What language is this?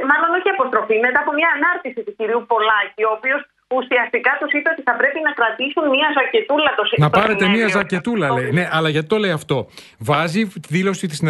Greek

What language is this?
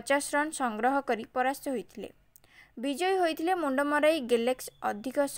Odia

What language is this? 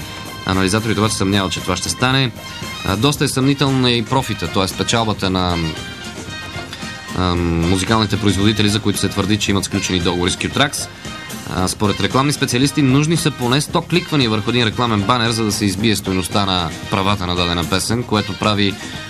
Bulgarian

